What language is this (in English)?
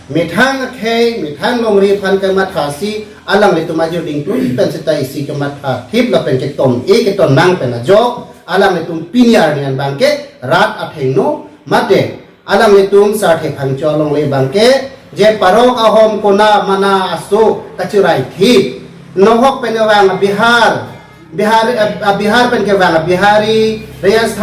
Karbi